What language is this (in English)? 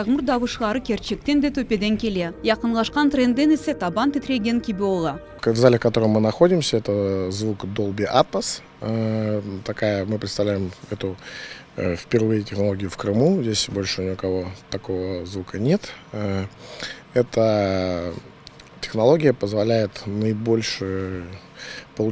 Crimean Tatar